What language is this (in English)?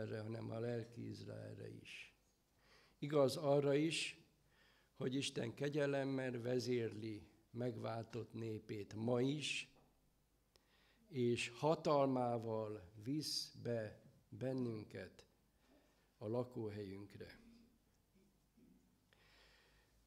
Hungarian